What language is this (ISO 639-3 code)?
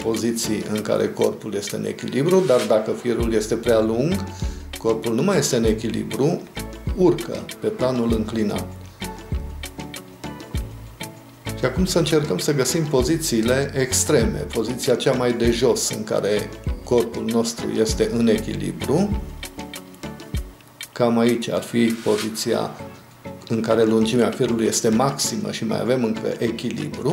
ron